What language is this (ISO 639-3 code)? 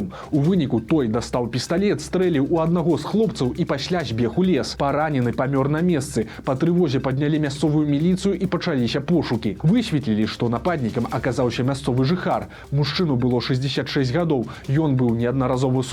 bel